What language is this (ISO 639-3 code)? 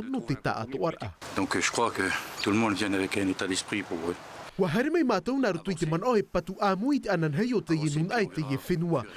tah